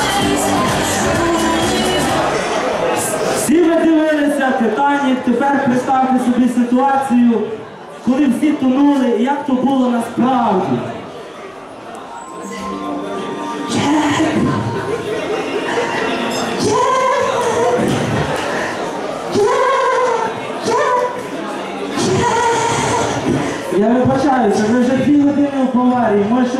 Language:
Ukrainian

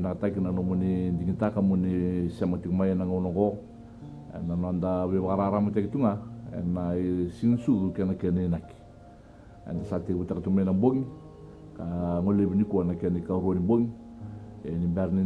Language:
Fijian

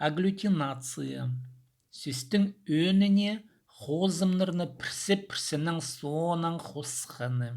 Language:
Khakas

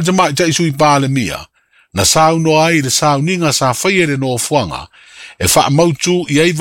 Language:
Samoan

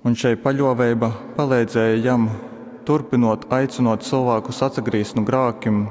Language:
Latgalian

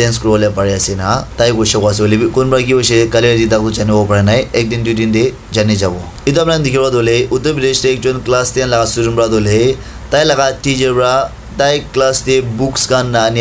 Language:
Naga Pidgin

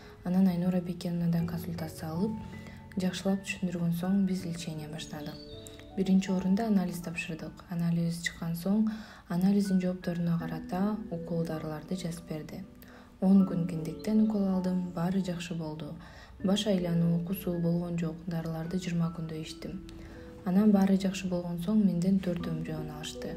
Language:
Kyrgyz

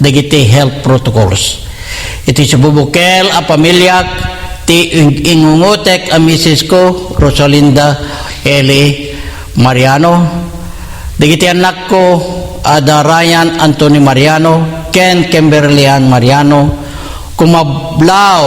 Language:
Iloko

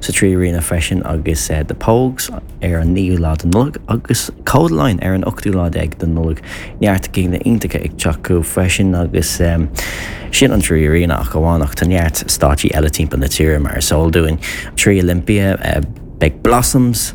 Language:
Irish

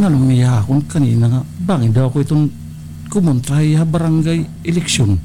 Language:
Waray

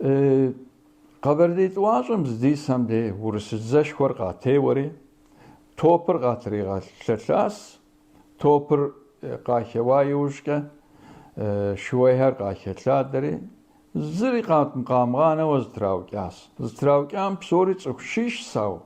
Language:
Kabardian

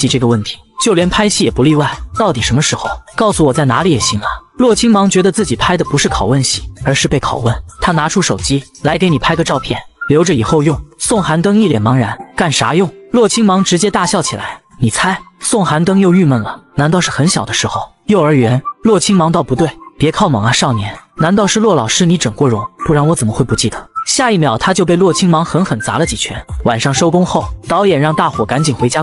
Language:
Chinese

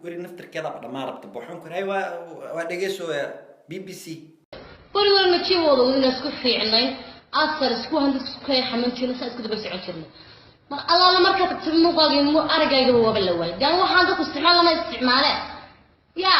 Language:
Somali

